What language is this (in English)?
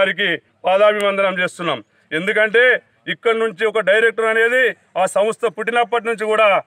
Telugu